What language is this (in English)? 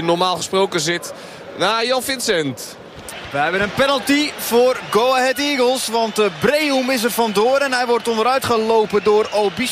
Dutch